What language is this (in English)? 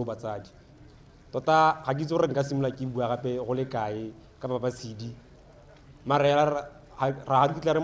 Tswana